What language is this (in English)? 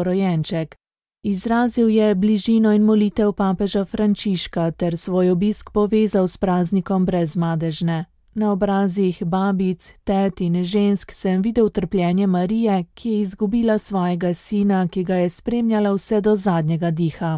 Slovenian